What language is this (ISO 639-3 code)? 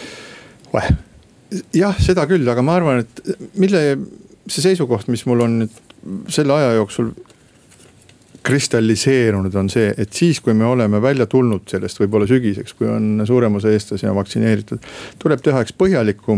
est